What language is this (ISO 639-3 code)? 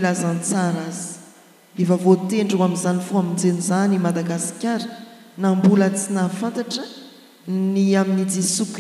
mlg